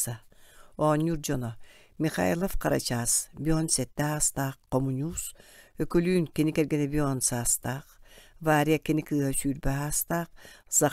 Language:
Yakut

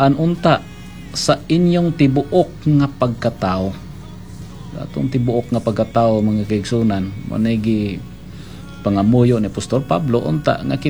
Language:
Cebuano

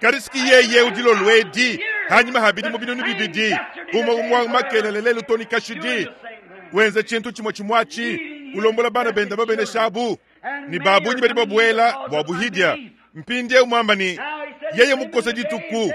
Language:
Luba-Lulua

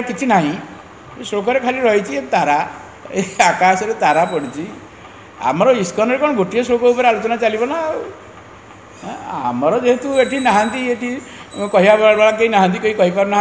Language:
Odia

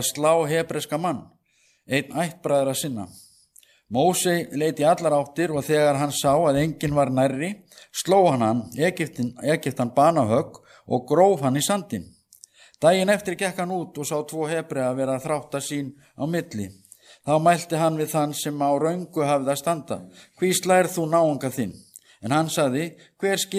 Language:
Icelandic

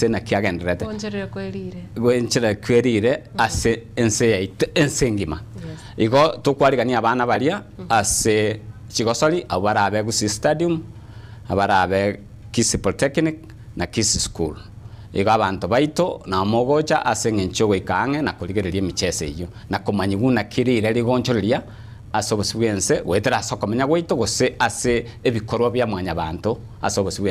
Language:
Gusii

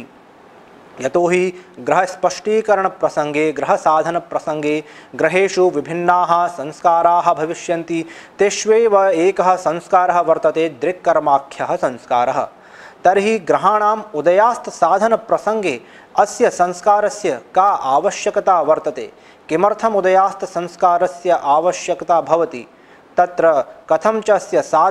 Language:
Sanskrit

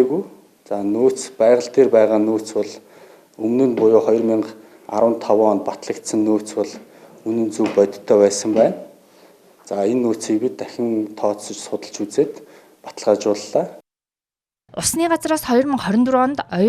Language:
Mongolian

